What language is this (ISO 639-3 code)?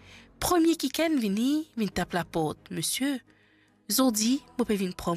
mfe